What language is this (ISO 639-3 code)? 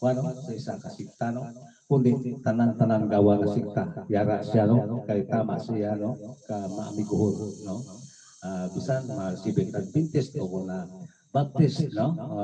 hil